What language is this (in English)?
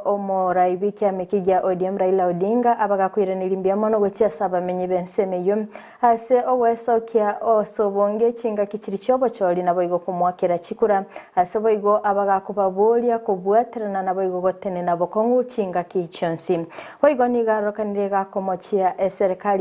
Gusii